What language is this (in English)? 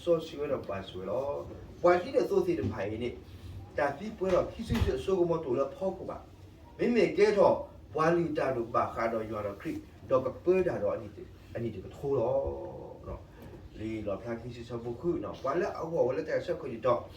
S'gaw Karen